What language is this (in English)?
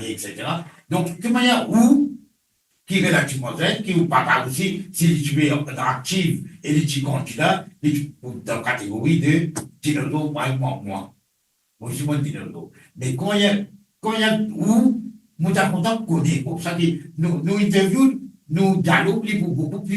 Morisyen